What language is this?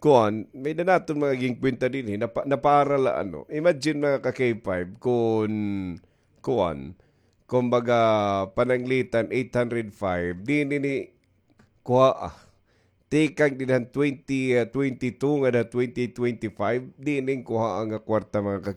Waray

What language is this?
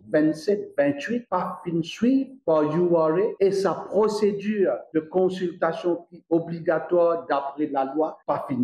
Morisyen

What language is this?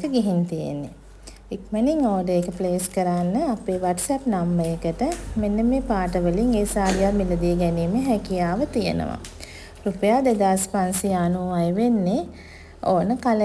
Sinhala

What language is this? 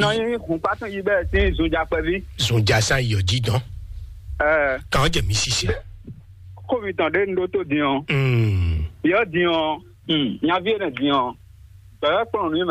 Fon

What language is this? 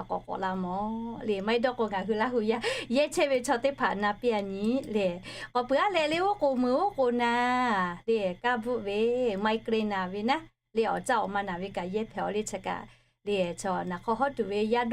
Lahu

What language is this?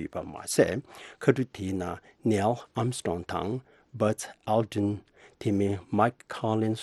Tibetan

